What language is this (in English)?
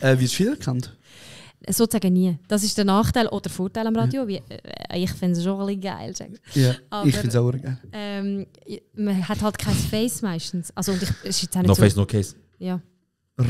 Swiss German